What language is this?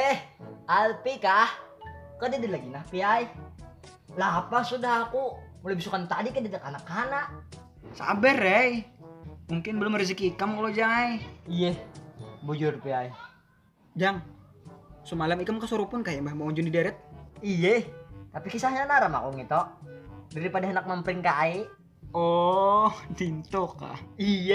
Banjar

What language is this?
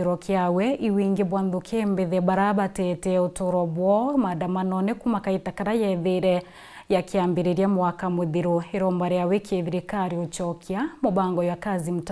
Meru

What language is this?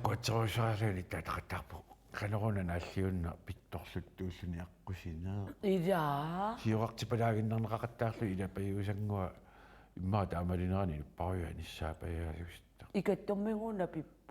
Kalaallisut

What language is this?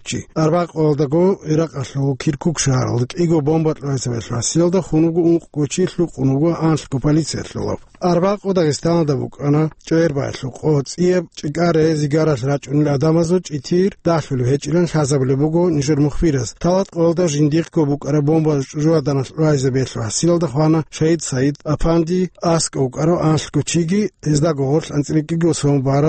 Avaric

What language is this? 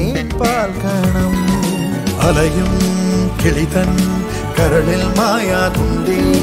Malayalam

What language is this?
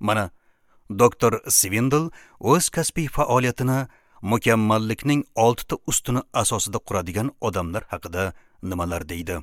Uzbek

